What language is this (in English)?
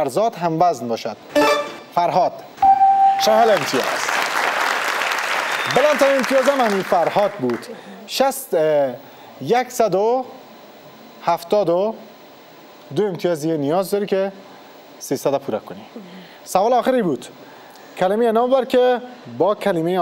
Persian